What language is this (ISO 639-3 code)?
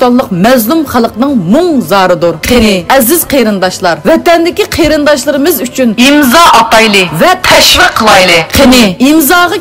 uig